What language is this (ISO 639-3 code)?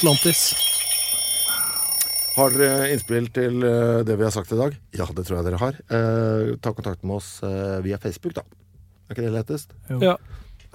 nor